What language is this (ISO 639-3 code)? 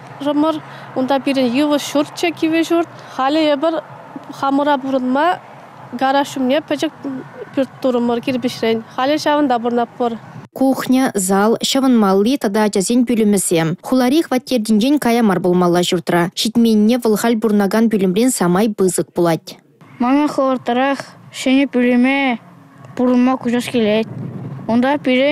chv